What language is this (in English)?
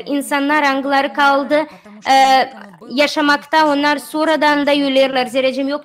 Gagauz